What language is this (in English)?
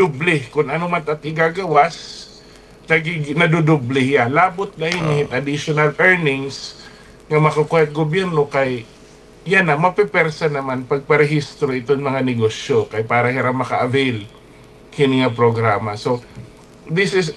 Waray